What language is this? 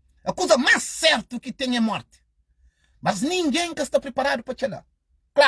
Kabuverdianu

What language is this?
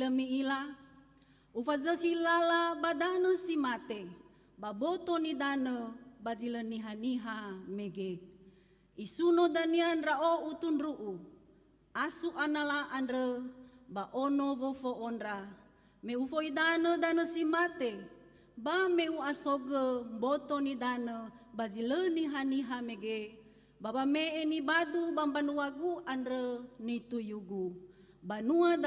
Nias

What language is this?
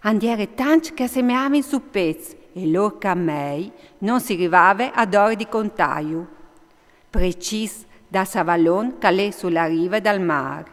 Friulian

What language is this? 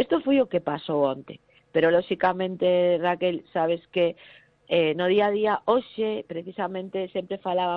Galician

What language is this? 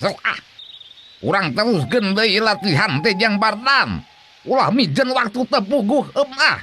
Sundanese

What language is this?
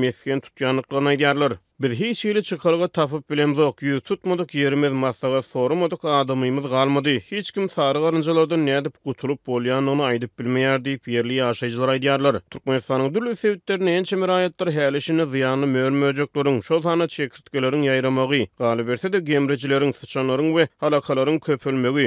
Turkmen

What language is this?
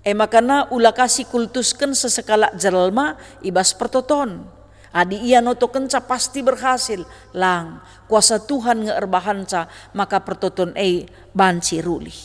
Batak Karo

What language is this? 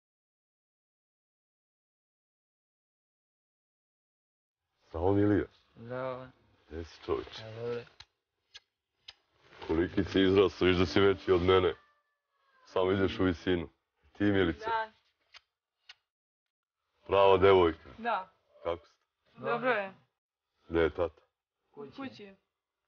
Serbian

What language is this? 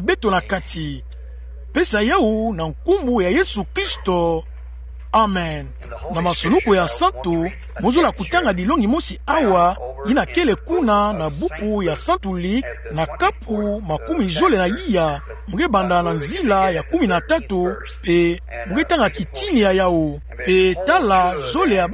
Kituba (Democratic Republic of Congo)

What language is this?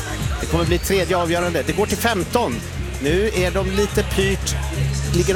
Swedish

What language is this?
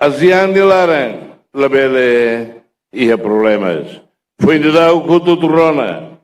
Tetum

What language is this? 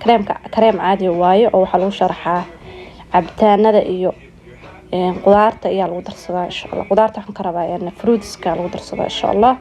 Somali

